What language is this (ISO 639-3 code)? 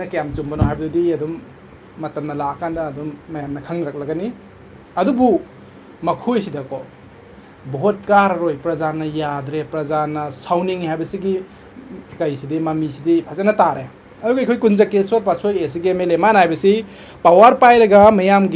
mni